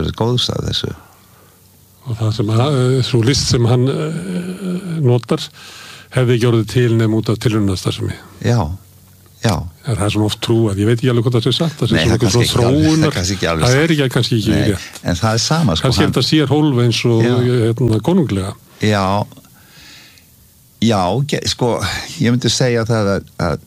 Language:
Icelandic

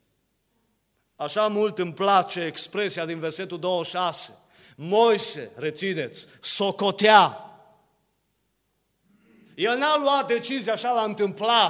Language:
Romanian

